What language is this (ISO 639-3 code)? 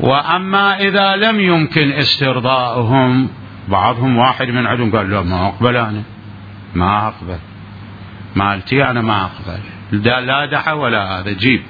acm